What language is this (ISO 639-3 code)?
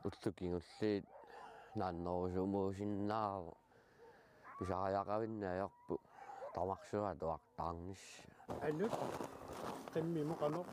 kal